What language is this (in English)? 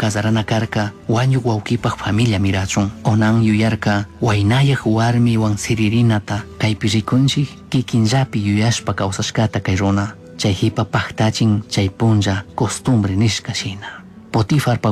Chimborazo Highland Quichua